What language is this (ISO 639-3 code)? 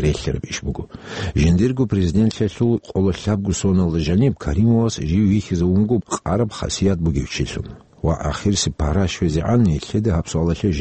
ava